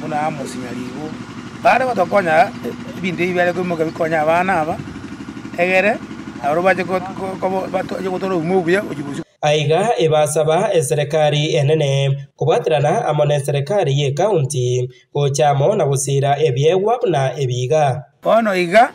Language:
Gusii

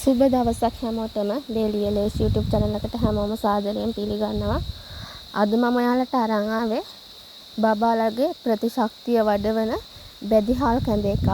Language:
Sinhala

